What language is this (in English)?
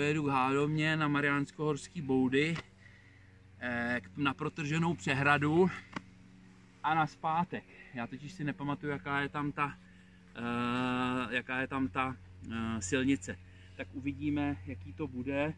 Czech